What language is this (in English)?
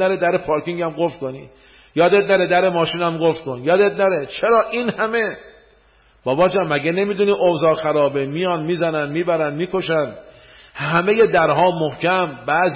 Persian